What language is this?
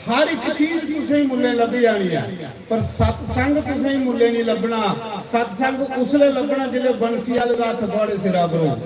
Dogri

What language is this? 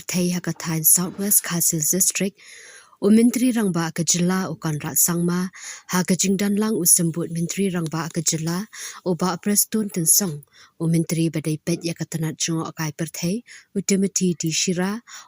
Khasi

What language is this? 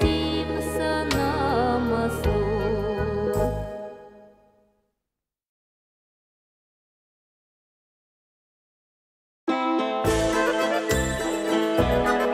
Russian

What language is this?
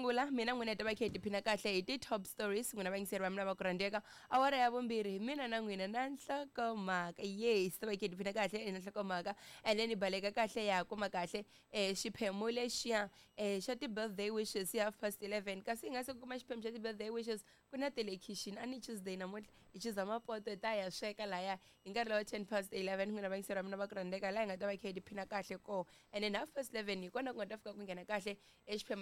Tsonga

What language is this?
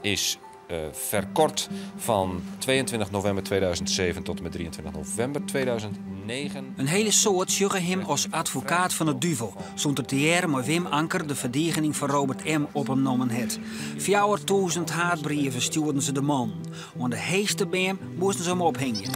Western Frisian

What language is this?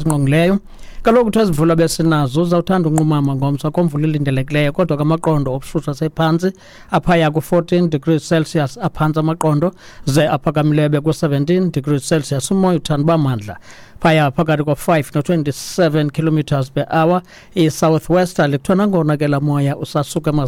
Xhosa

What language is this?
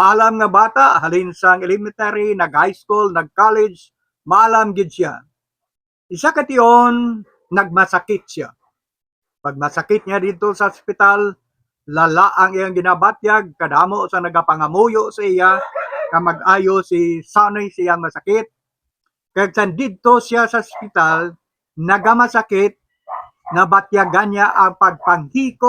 Hiligaynon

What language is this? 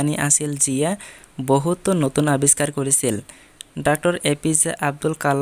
Assamese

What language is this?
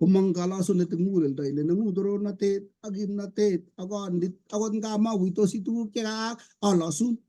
Kalenjin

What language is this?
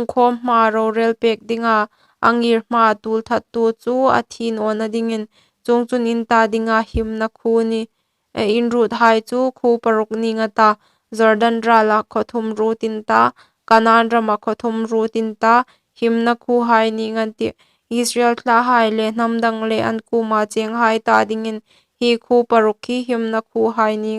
Hmar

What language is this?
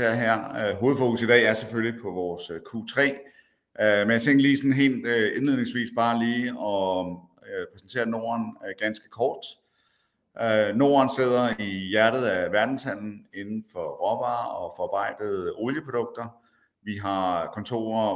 Danish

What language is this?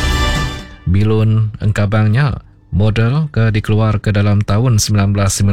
Iban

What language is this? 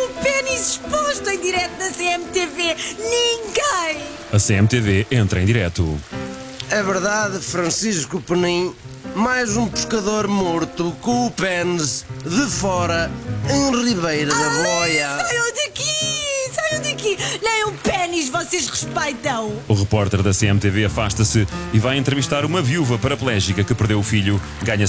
Portuguese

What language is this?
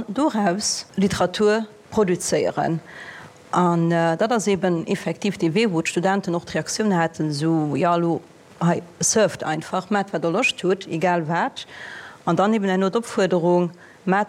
Luxembourgish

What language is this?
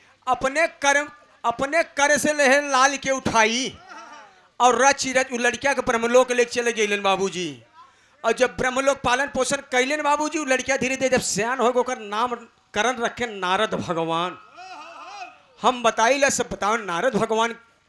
Bhojpuri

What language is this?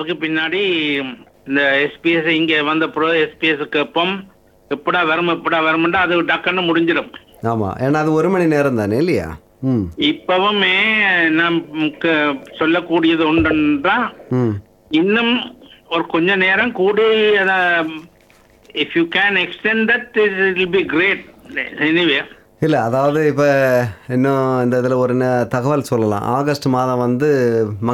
Tamil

